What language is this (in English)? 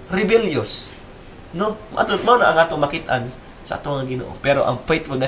Cebuano